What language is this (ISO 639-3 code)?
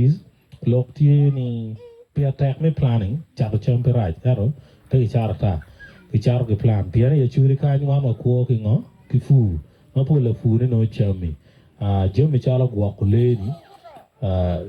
ach